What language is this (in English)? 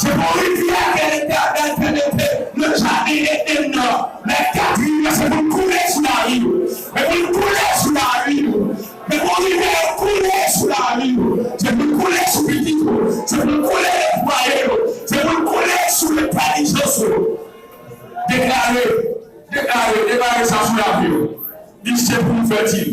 Haitian Creole